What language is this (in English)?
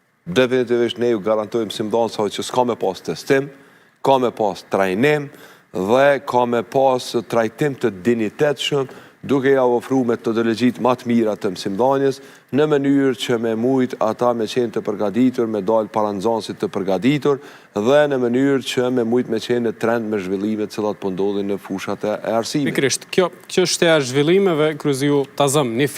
Albanian